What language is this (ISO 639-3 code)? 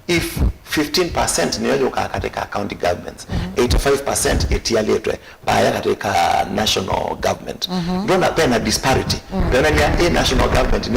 kam